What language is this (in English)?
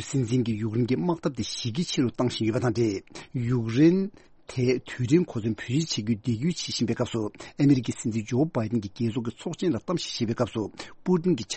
Tibetan